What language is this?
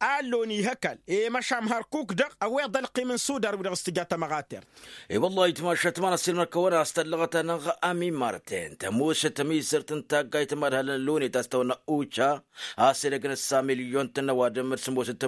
Tamasheq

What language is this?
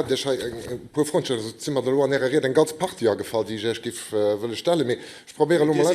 Luxembourgish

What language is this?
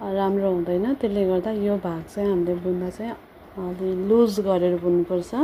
Nepali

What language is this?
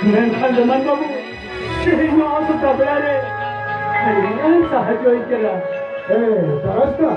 Santali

